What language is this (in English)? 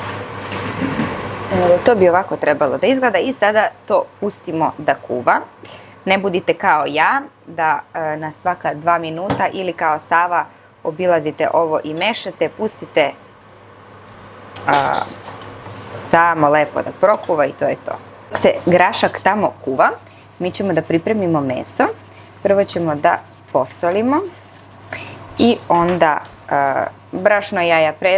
Serbian